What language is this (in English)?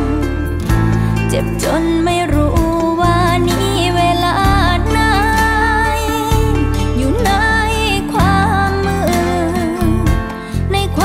Thai